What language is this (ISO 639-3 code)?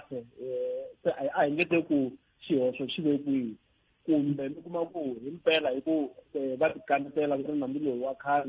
tso